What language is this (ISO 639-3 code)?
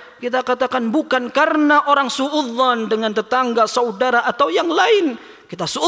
ind